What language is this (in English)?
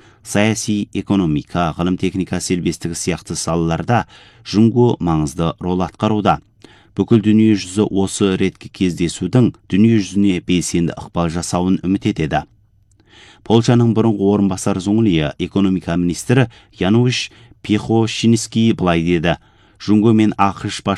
Kazakh